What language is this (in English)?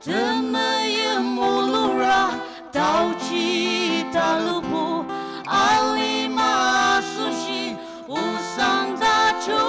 Ao Naga